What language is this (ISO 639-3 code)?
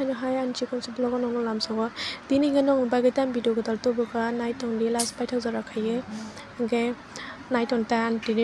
trp